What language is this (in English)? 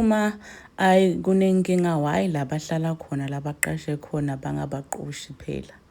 Zulu